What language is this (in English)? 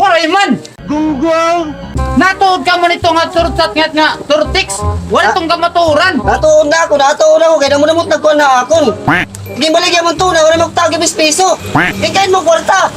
Waray